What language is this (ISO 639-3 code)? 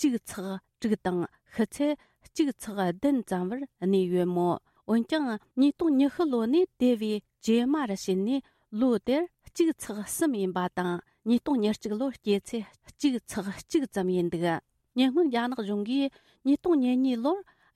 bod